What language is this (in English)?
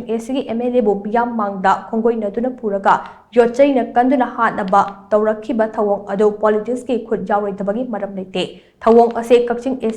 Manipuri